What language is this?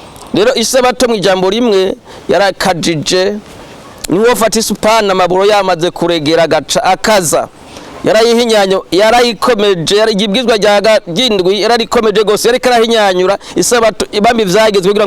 Rundi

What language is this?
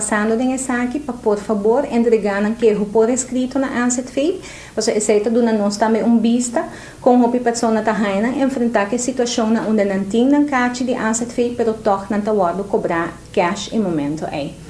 Papiamento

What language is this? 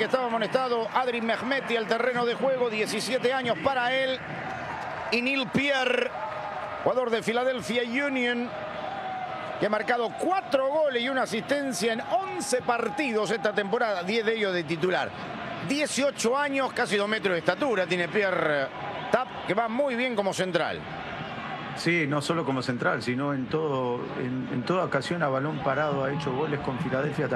Spanish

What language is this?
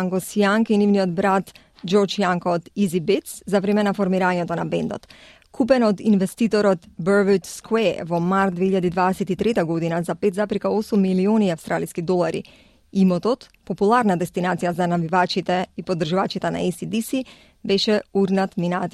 Macedonian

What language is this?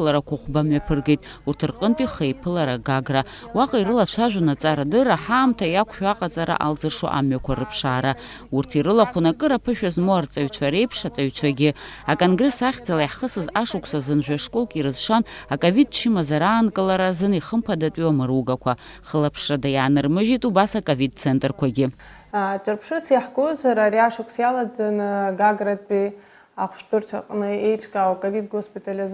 Abkhazian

